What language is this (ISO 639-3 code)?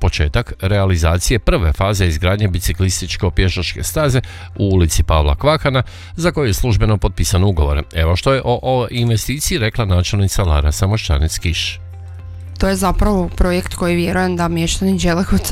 hrv